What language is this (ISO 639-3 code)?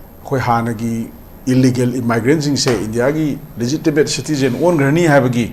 mni